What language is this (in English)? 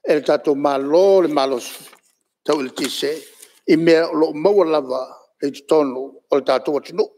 Samoan